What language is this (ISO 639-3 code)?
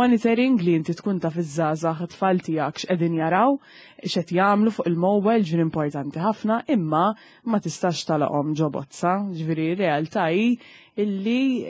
mlt